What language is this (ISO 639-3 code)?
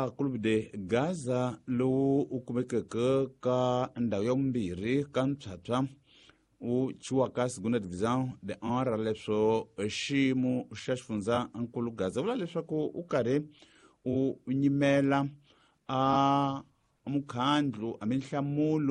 tso